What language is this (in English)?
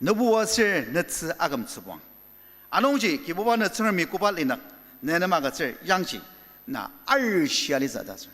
Ao Naga